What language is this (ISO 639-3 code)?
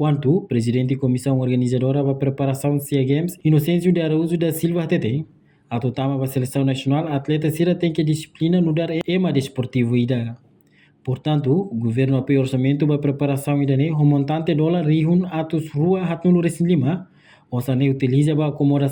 tet